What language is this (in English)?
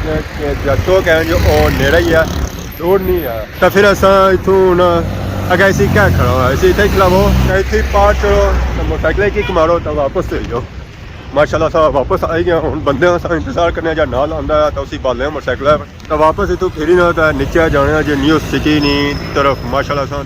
Pahari-Potwari